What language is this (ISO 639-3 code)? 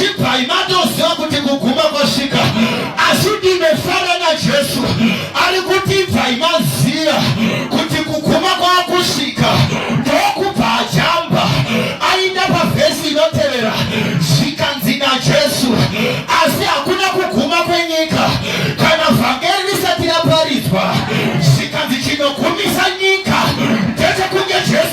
sna